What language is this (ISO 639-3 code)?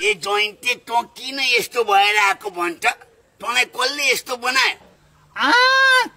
nep